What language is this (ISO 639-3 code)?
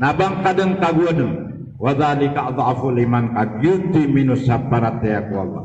mrw